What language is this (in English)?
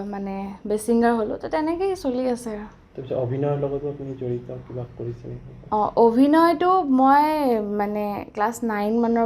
Assamese